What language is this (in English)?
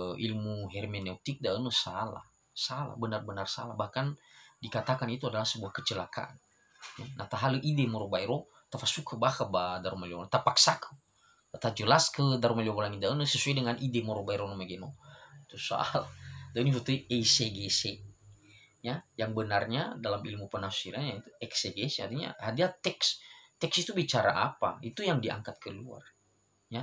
Nias